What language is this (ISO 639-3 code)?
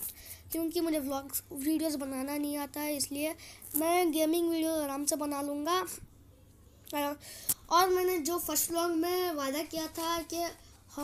hin